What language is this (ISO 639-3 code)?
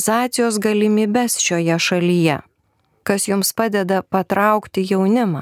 lit